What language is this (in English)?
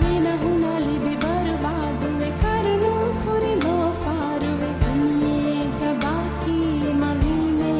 Divehi